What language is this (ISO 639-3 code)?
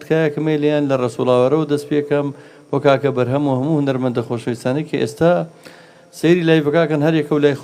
ckb